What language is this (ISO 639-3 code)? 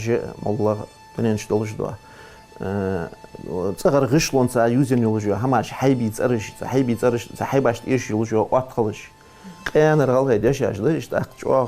inh